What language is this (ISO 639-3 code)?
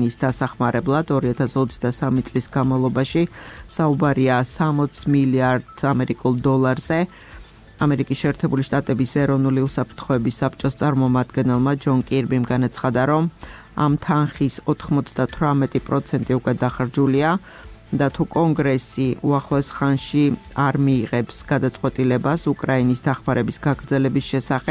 kat